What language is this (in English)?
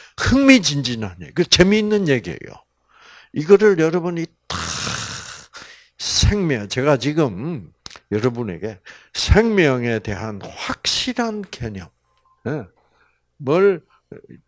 Korean